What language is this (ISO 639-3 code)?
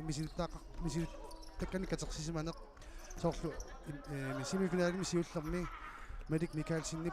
kal